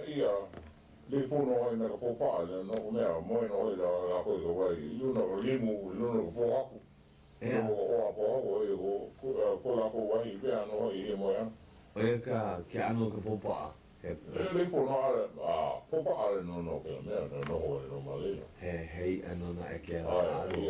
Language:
Hawaiian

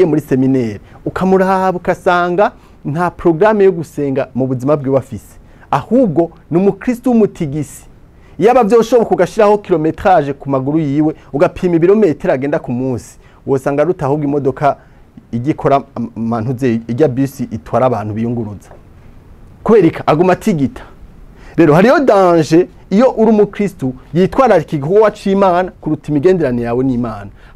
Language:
Rundi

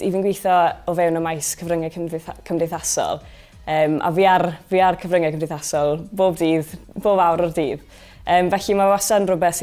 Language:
Welsh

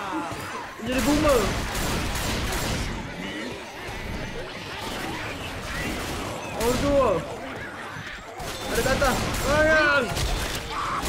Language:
Malay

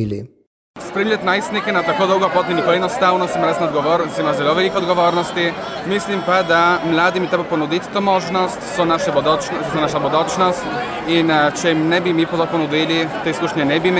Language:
Slovenian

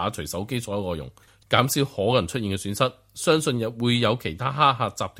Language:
Cantonese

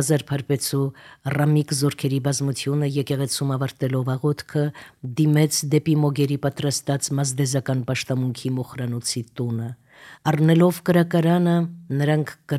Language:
Armenian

